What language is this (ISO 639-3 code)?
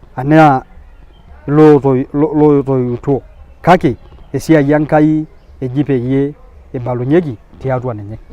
mas